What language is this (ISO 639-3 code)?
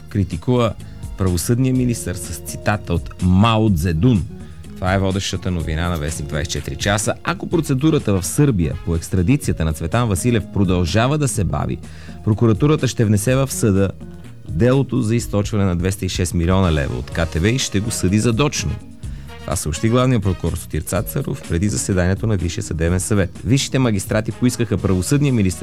bul